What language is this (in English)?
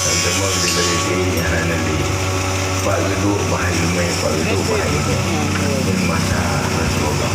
Achinese